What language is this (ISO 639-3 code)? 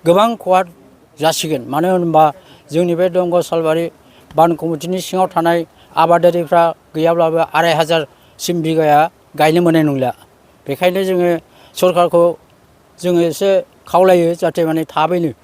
brx